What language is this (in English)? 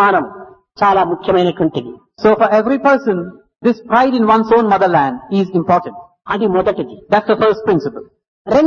Telugu